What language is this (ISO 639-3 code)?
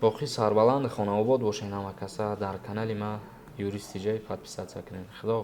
tgk